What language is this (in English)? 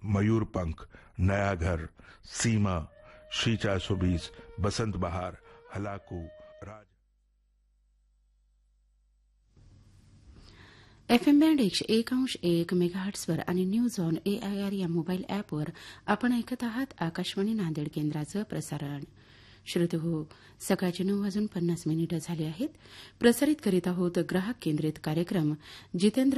Marathi